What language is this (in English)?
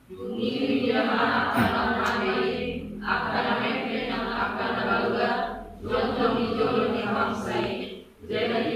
Batak Toba